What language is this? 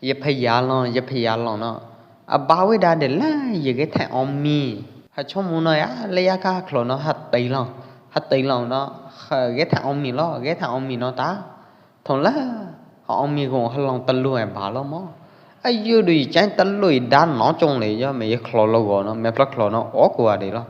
Pwo Eastern Karen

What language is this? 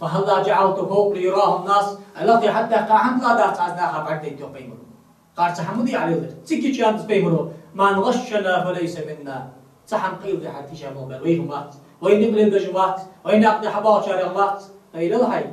Ingush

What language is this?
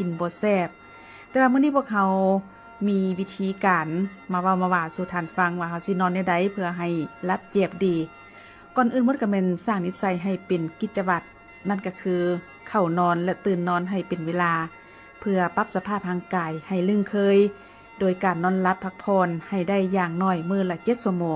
Lao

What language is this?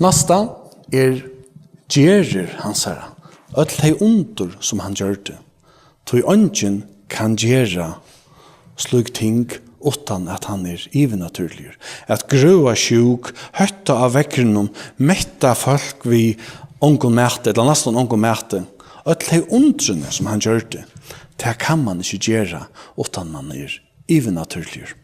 Faroese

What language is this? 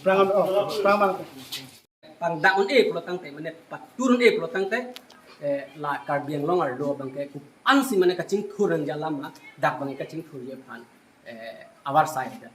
Karbi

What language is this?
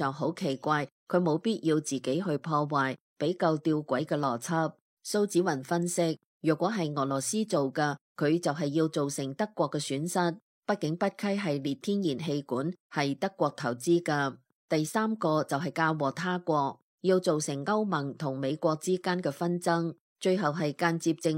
Cantonese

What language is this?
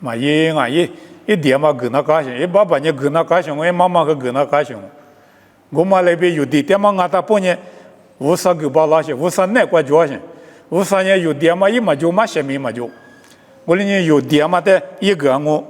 Lisu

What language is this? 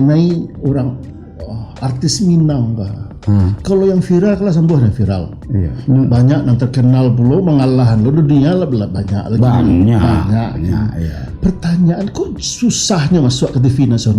Minangkabau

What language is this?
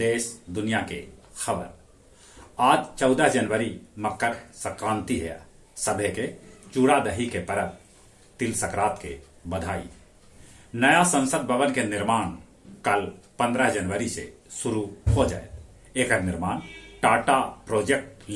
Magahi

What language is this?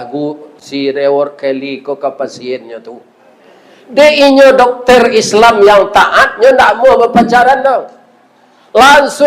Minangkabau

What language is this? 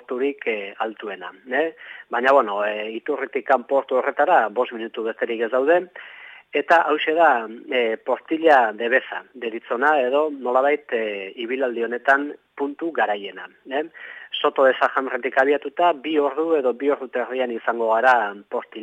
Basque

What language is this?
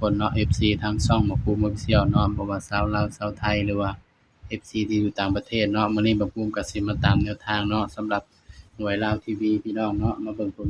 Northeastern Thai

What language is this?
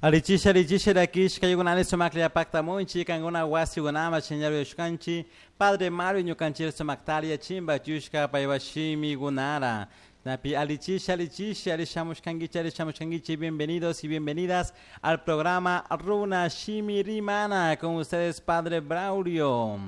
Chimborazo Highland Quichua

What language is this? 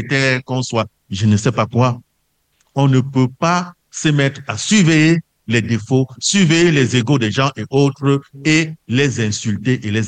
French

